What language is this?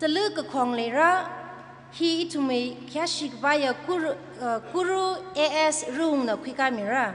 Tangkhul Naga (India)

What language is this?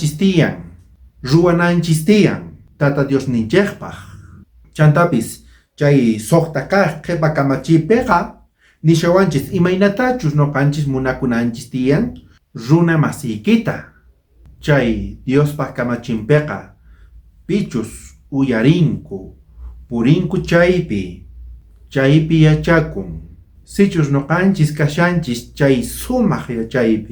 South Bolivian Quechua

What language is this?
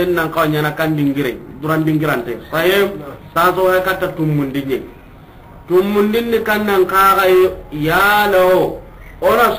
Soninke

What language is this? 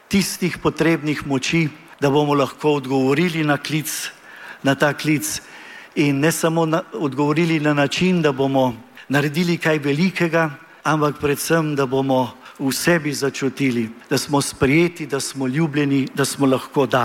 Slovenian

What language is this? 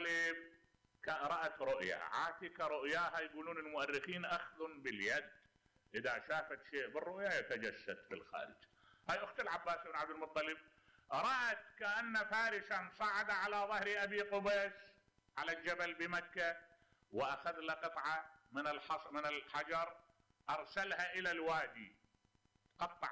Mesopotamian Arabic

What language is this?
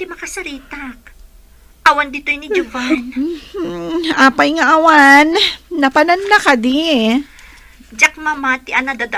Iloko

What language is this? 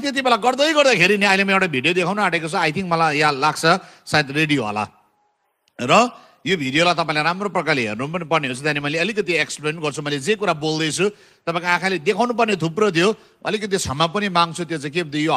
Nepali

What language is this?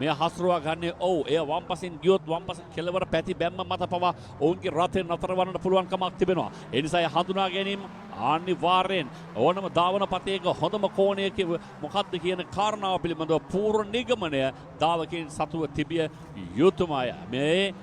Sinhala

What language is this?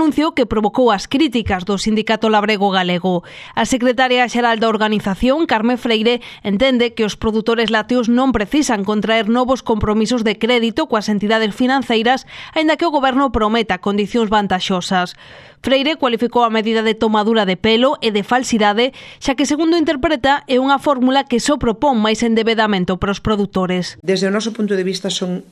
Galician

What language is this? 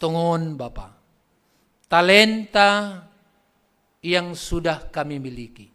Batak Simalungun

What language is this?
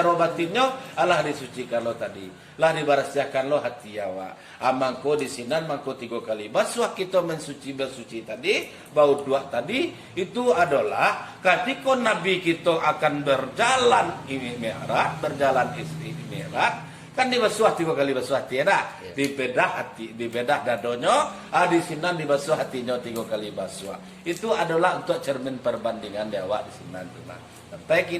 Minangkabau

